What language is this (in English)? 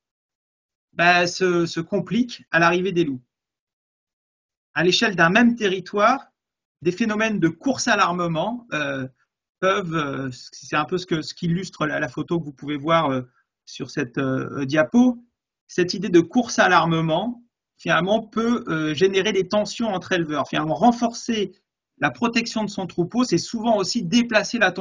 French